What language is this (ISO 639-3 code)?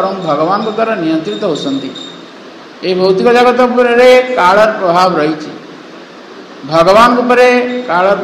ori